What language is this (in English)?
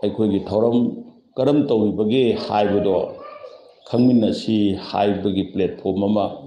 Manipuri